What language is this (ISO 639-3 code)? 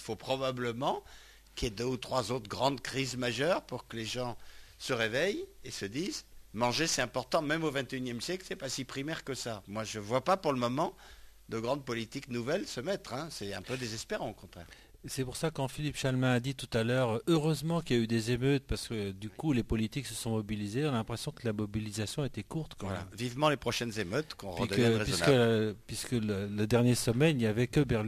fra